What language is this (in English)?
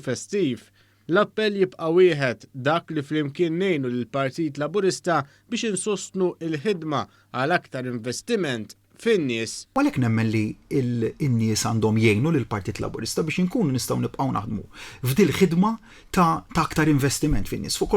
Maltese